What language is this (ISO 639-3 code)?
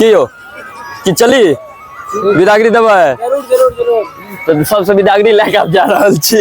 mai